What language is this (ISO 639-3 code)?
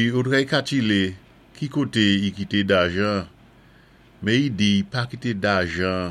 acf